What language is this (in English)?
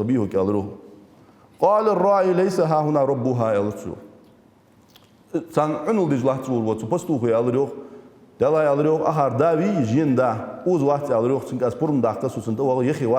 Ingush